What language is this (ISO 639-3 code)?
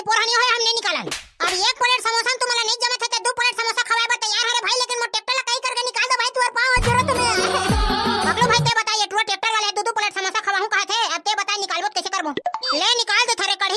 hne